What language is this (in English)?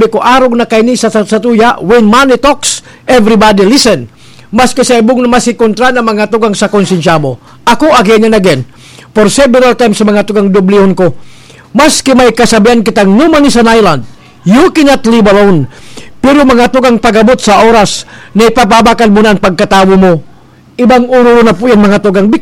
Bikol